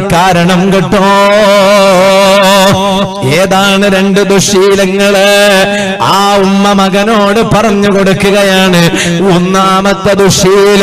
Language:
Malayalam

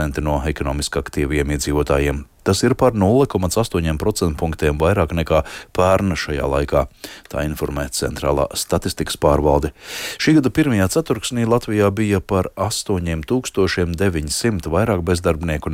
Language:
Latvian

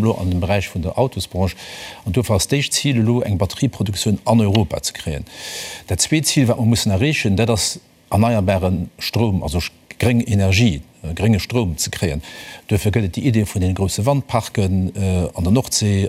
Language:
Luxembourgish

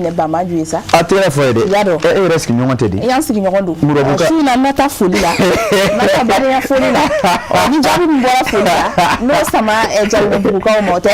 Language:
Bambara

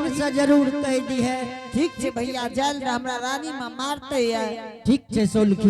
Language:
Angika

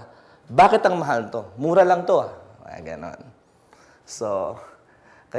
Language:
Filipino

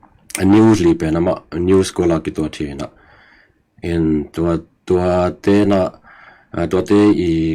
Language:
Tedim Chin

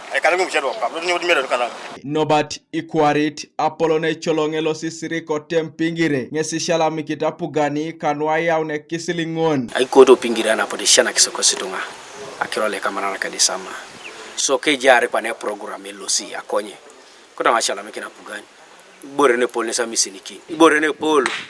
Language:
Teso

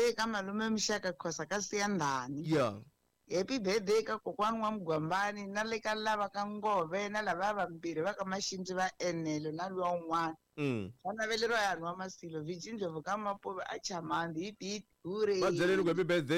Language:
Tsonga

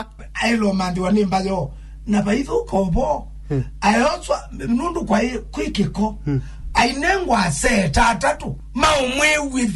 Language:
Kamba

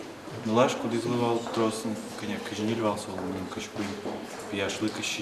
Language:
Udmurt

